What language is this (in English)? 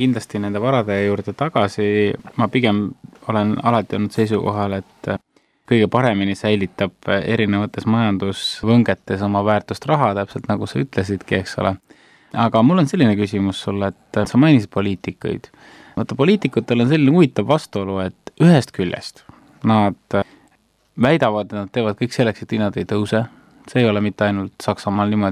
Estonian